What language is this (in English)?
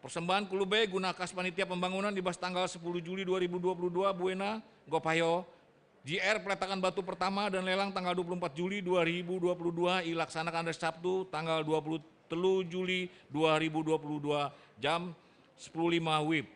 Batak Karo